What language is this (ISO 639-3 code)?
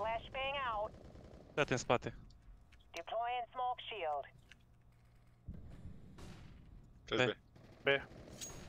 ron